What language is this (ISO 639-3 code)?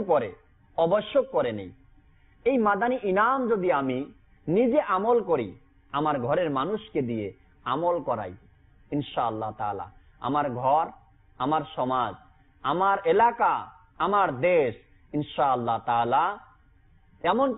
ben